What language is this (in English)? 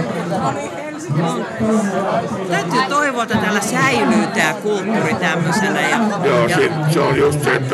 Finnish